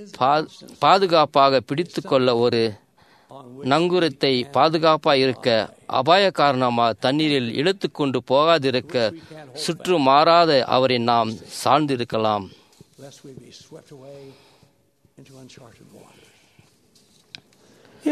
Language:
Tamil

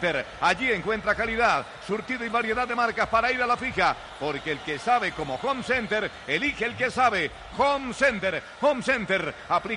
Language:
Spanish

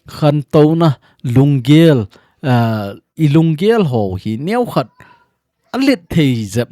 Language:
Thado Chin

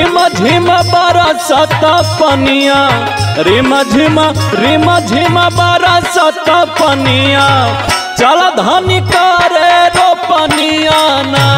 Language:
Bhojpuri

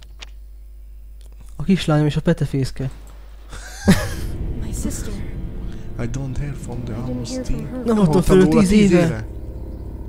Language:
Hungarian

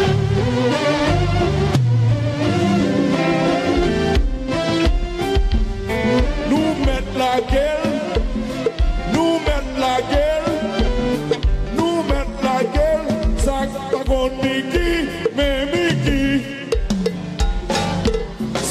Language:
Haitian Creole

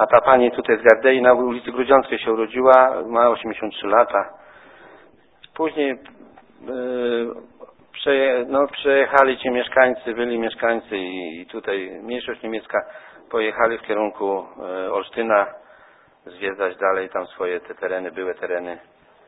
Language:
Polish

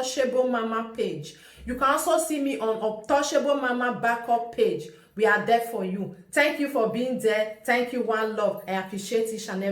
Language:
Nigerian Pidgin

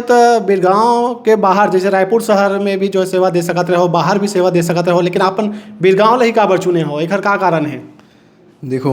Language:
Chhattisgarhi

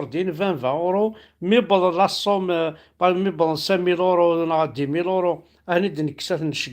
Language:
Kabyle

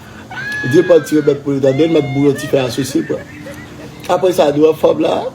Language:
Haitian Creole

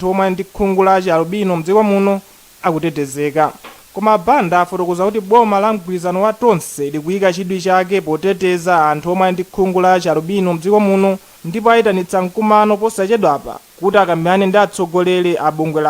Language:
Nyanja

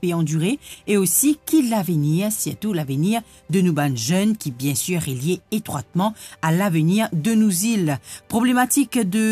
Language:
Morisyen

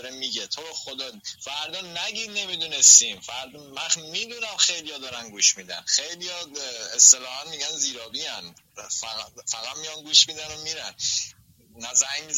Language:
Persian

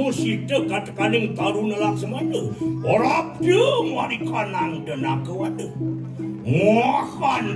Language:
Balinese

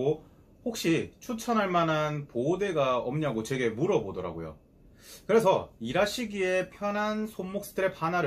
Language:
Korean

